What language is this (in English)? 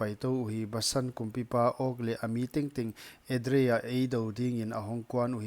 Paite Chin